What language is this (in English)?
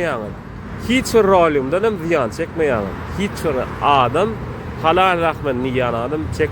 Turkmen